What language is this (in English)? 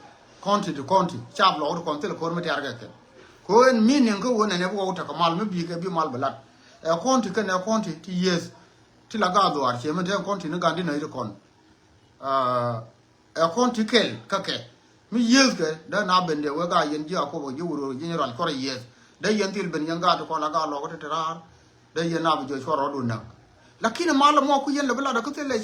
Nuer